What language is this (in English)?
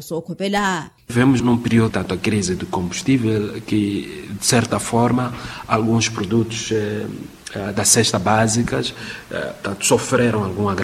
Makhuwa